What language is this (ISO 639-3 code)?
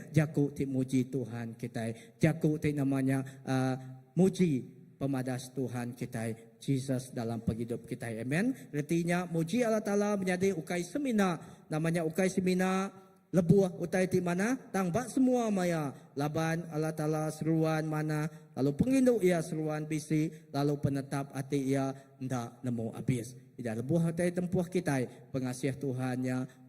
iba